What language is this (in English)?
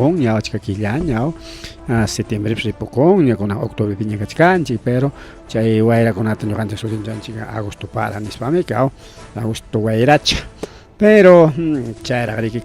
Ayacucho Quechua